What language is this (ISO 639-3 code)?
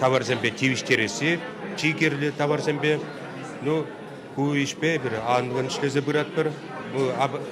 chv